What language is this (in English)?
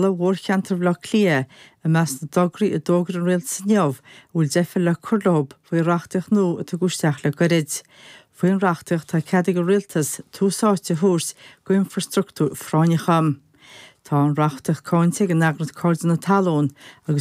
Irish